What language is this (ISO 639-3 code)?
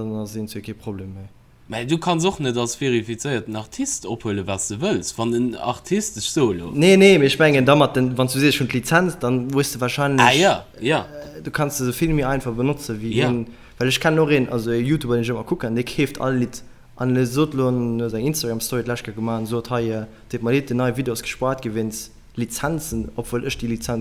ltz